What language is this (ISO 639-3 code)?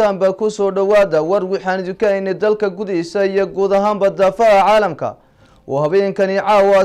som